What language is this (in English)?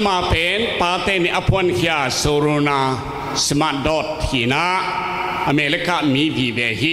Tedim Chin